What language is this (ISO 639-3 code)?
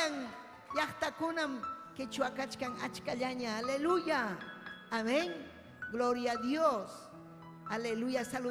quy